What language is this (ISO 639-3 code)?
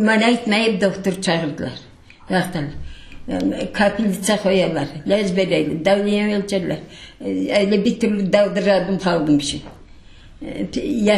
crh